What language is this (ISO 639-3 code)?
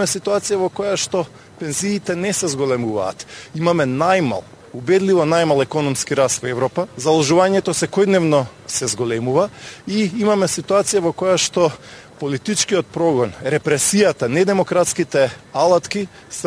mkd